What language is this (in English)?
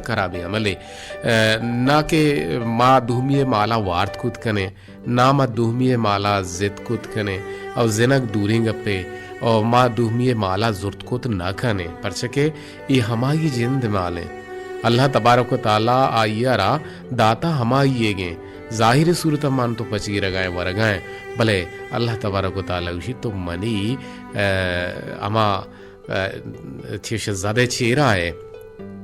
Baluchi